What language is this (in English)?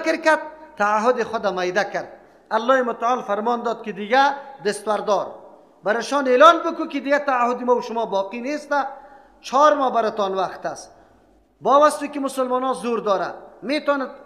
Persian